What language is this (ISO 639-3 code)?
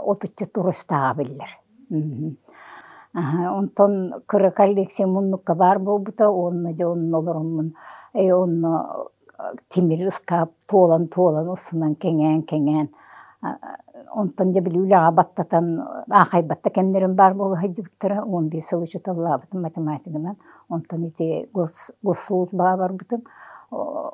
sah